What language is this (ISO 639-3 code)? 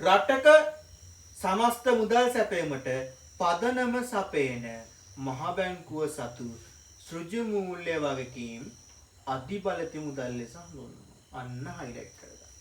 sin